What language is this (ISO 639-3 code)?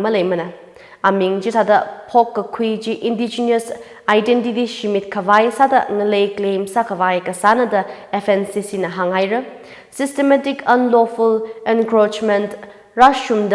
nmf